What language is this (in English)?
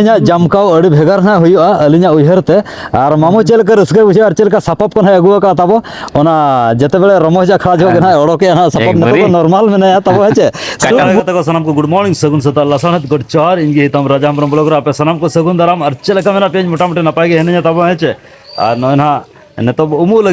Santali